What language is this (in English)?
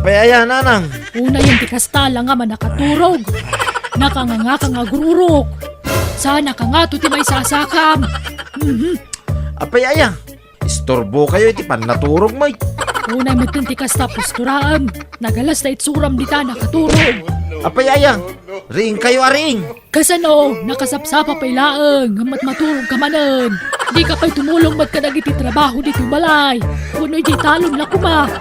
Iloko